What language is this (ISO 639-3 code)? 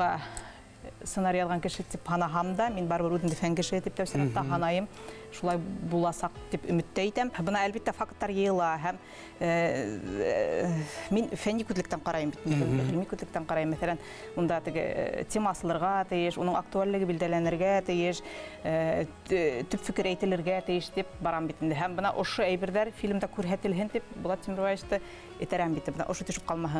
bak